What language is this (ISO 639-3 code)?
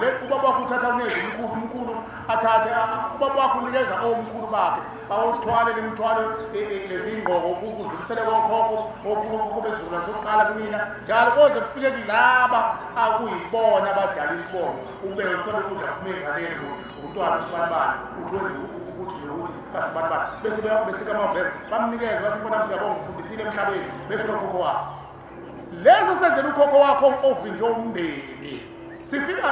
zul